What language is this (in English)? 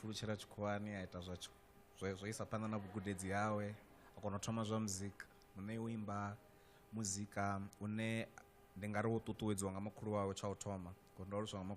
Venda